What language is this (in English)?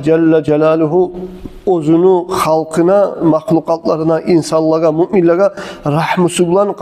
Kumyk